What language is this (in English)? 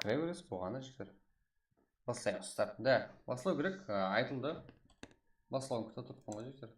Kara-Kalpak